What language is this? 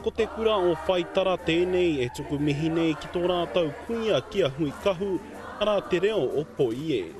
Māori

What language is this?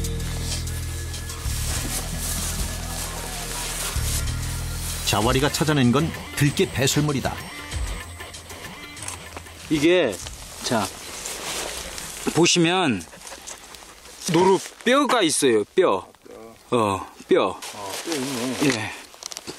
Korean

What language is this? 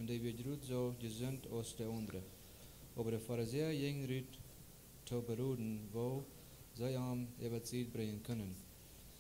Plautdietsch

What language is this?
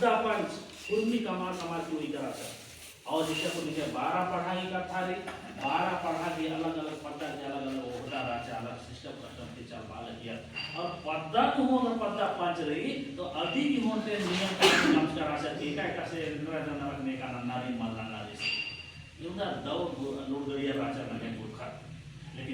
Kurukh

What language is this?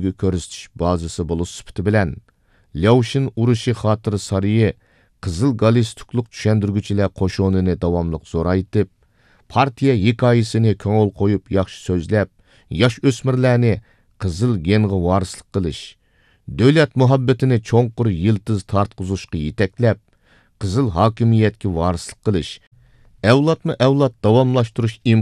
Uyghur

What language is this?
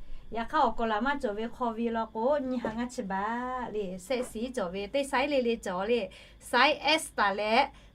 Lahu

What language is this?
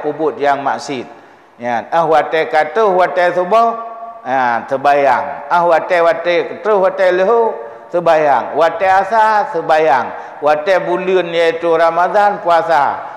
Achinese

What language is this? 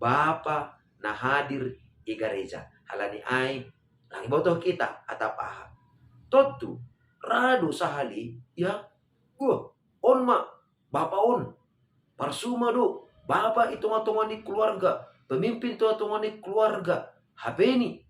Batak Simalungun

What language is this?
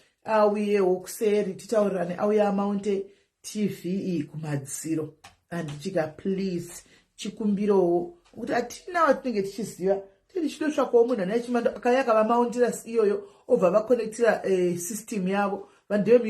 Shona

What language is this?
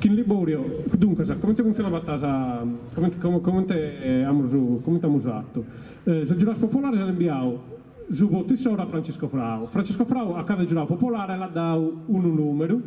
Sardinian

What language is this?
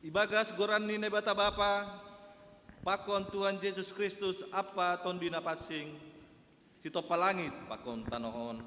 Batak Simalungun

